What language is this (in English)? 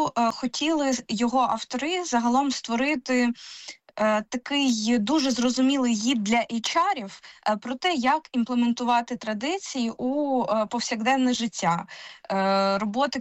Ukrainian